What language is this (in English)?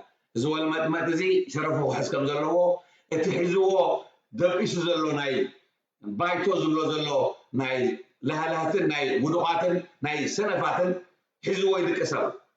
Tigrinya